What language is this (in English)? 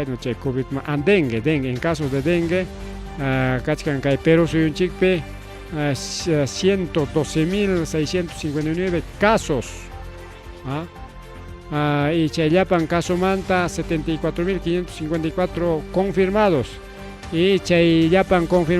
Ayacucho Quechua